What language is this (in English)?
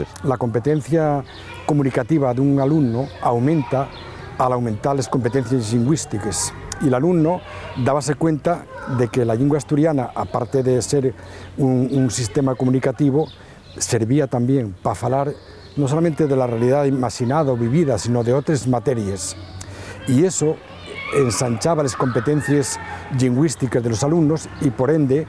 Asturian